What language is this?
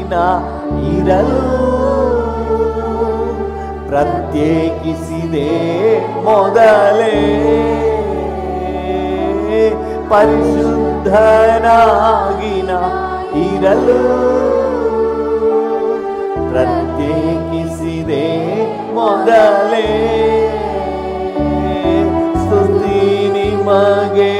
Kannada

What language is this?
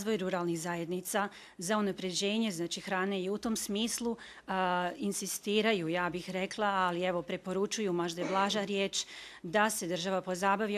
Bosnian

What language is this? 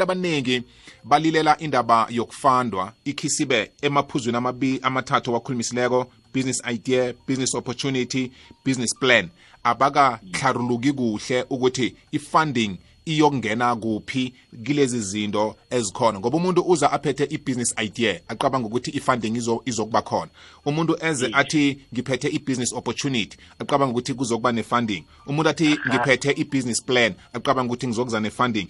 South Ndebele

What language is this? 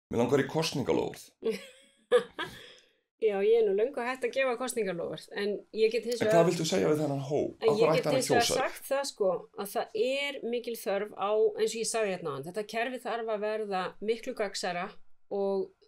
Icelandic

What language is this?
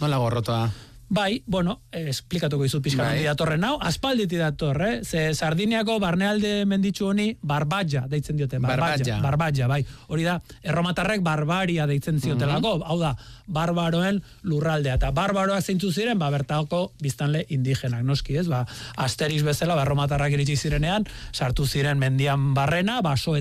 Basque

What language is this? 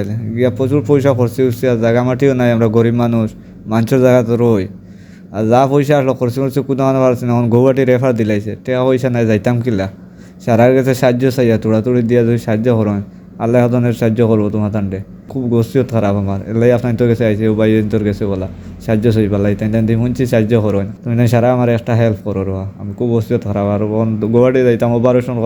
Sylheti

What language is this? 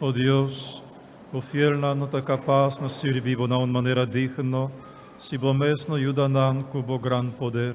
Papiamento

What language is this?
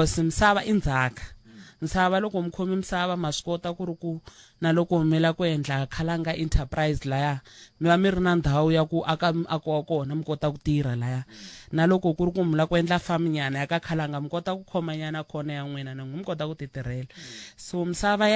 Tsonga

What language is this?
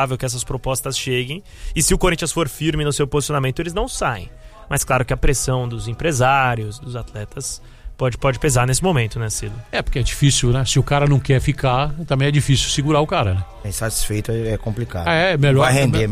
Portuguese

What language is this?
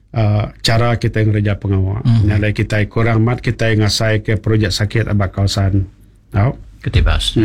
Iban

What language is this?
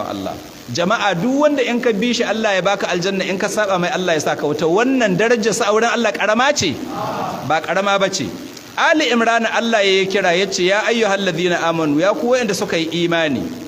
Hausa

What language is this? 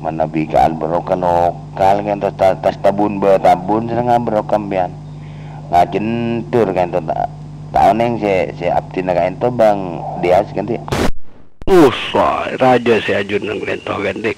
Madurese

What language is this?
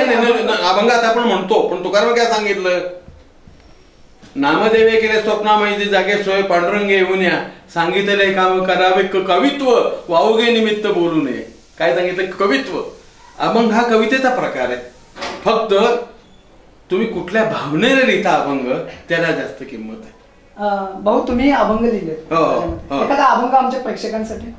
Marathi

